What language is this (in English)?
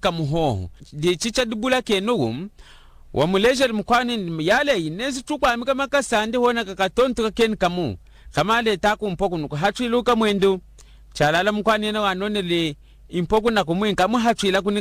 Lunda